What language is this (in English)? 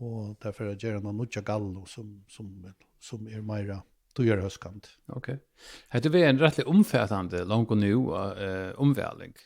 Faroese